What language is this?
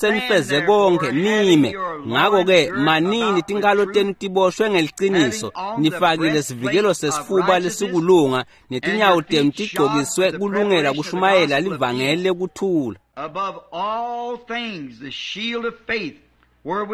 Swati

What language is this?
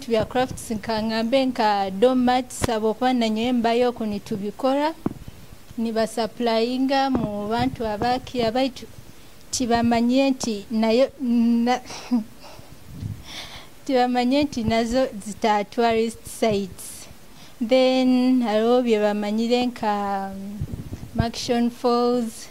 Nyoro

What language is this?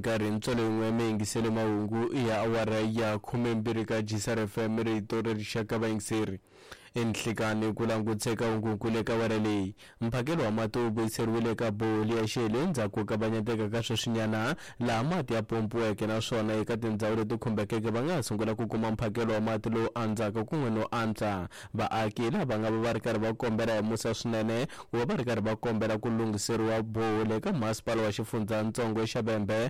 Tsonga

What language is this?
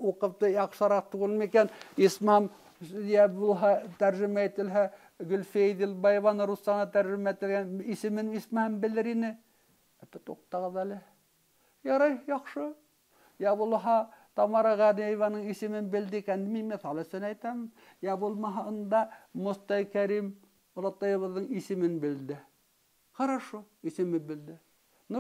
Bashkir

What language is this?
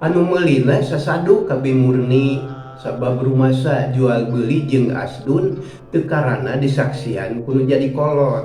Sundanese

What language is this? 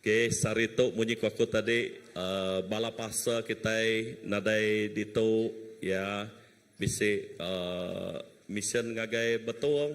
Iban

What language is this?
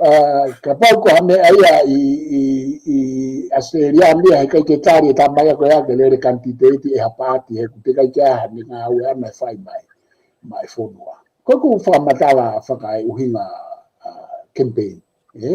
Tongan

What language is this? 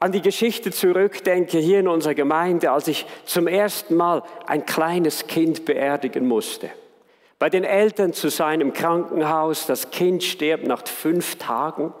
Swiss German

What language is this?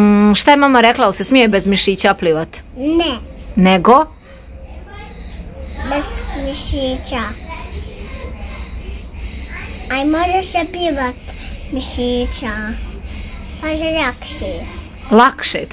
Croatian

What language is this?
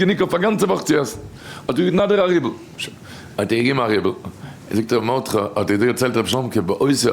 Yiddish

